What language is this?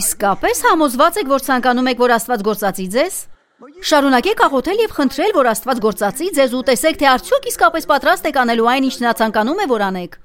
Armenian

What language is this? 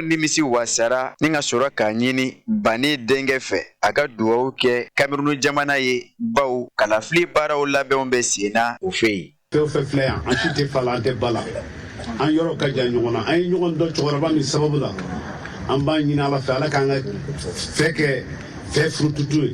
Bambara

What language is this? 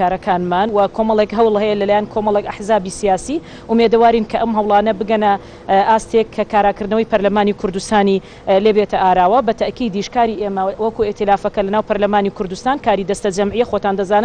Central Kurdish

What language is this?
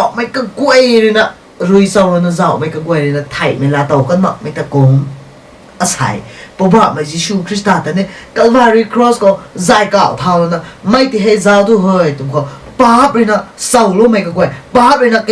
Rongmei Naga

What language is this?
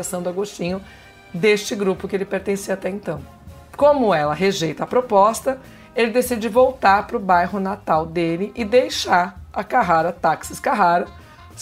Portuguese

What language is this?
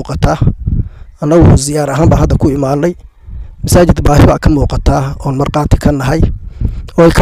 Somali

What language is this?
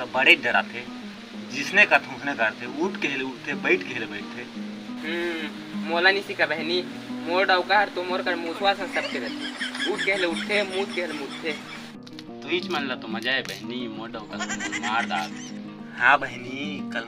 Chhattisgarhi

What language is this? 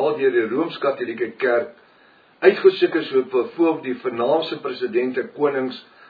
Afrikaans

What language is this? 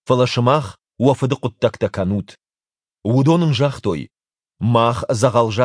Ossetic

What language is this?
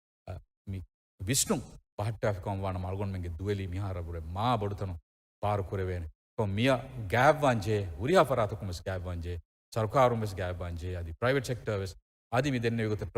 Divehi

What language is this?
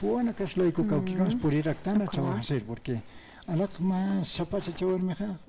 Aymara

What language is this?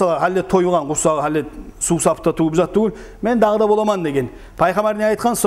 Kumyk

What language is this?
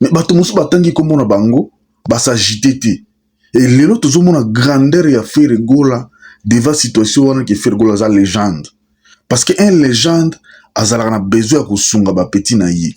Lingala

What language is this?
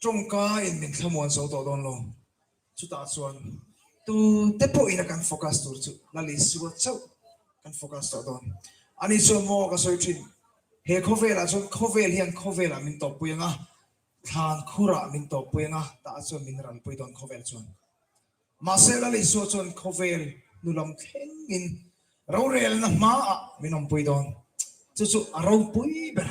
Mizo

